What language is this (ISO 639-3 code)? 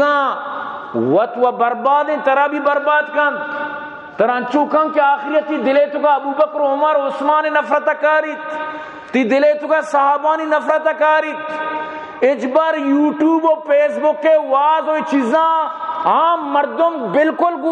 bal